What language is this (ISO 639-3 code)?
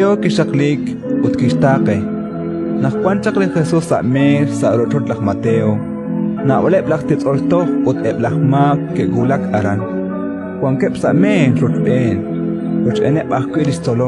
kek